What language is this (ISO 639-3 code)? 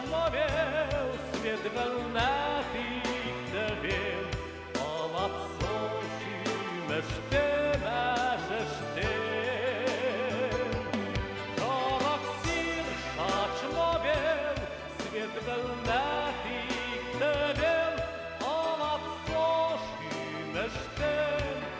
mrj